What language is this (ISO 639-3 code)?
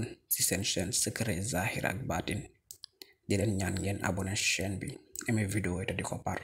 wol